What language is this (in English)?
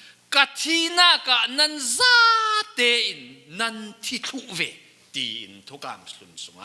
Falam Chin